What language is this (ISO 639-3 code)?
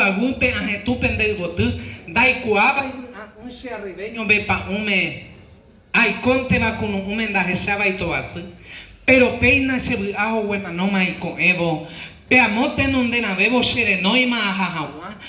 grn